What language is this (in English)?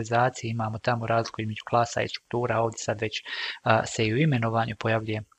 Croatian